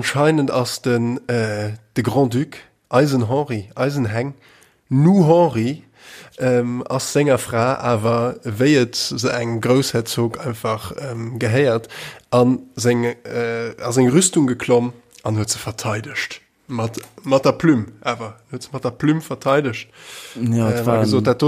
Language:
Luxembourgish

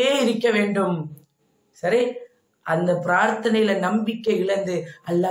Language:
Tamil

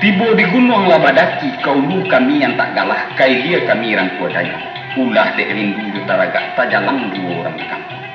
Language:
Minangkabau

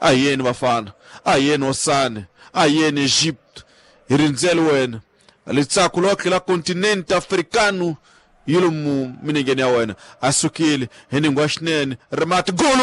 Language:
Tsonga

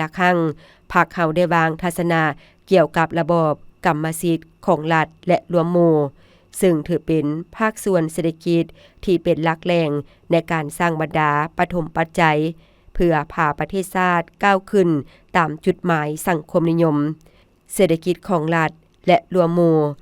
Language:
Lao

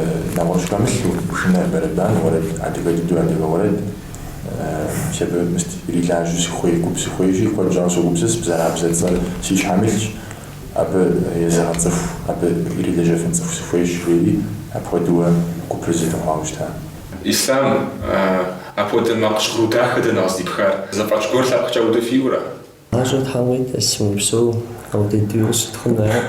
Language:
Kabardian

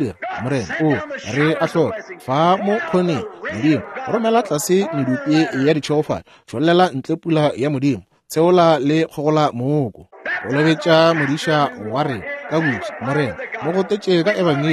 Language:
Northern Sotho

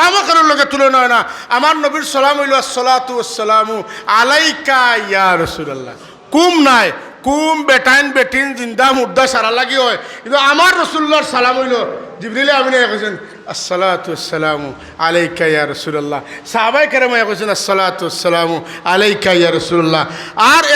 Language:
Sylheti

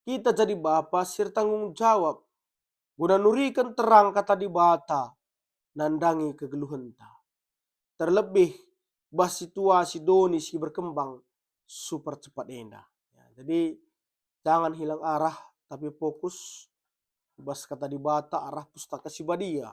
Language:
Batak Karo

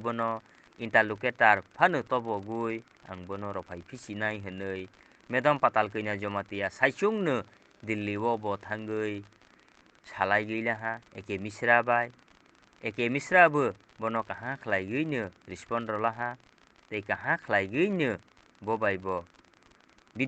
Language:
Kok Borok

